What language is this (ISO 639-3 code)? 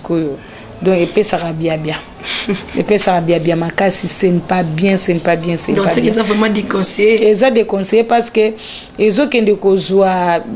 lin